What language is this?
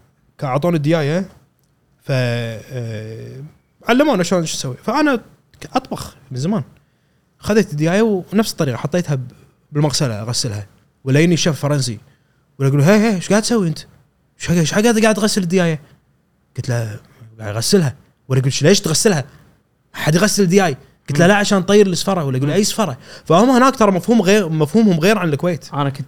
Gulf Arabic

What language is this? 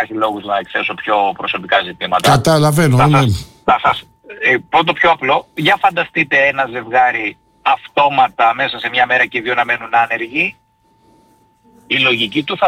Greek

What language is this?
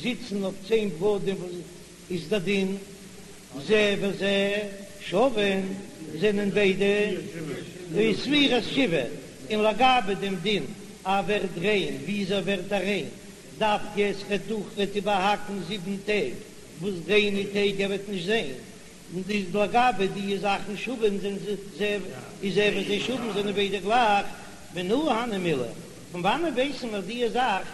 Yiddish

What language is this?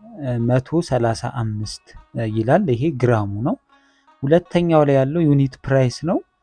Amharic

